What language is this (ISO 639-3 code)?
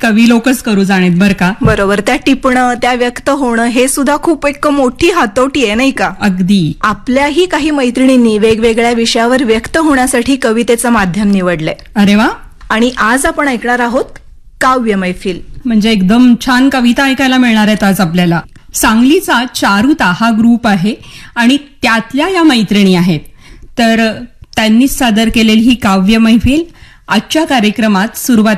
mar